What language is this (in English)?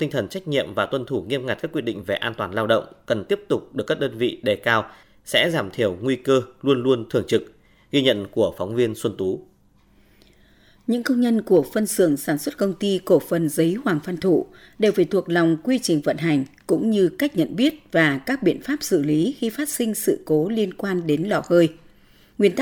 Vietnamese